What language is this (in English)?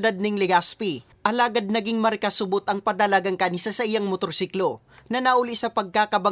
Bikol